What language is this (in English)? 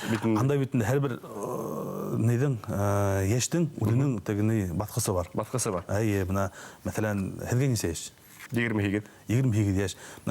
Bashkir